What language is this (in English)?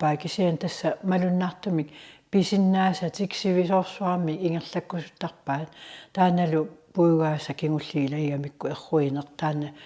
Kalaallisut